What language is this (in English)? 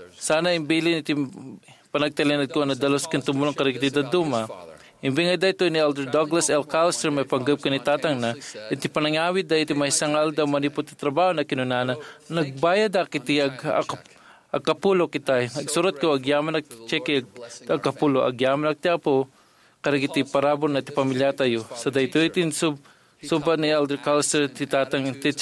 Iloko